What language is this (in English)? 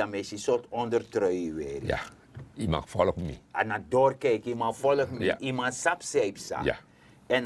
Sranan Tongo